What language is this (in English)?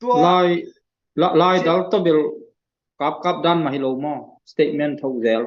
Tedim Chin